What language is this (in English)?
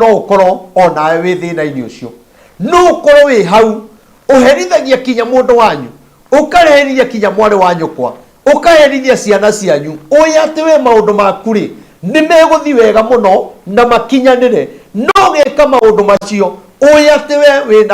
Kikuyu